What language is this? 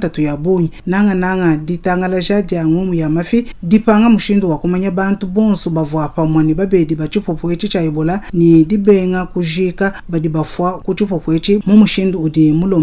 Luba-Lulua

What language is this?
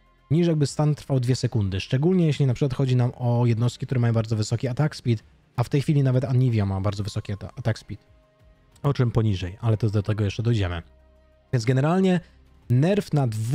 Polish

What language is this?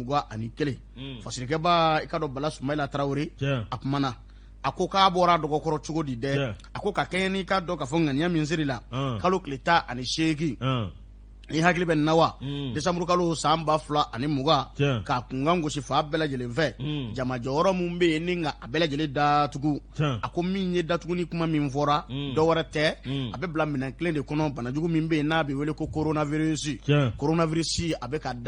Bambara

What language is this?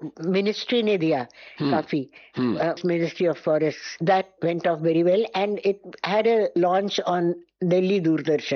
Hindi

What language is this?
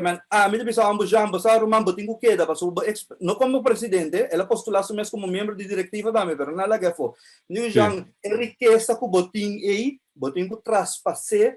Papiamento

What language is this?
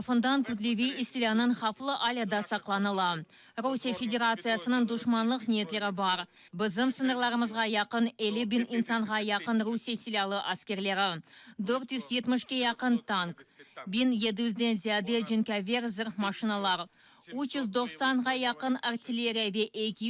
Crimean Tatar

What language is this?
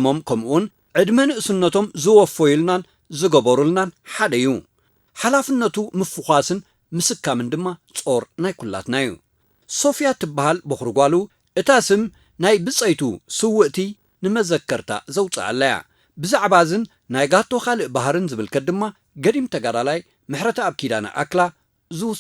Tigrinya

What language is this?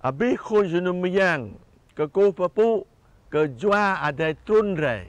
Jarai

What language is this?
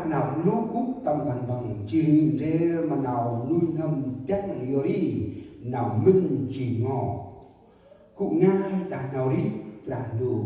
Central Mnong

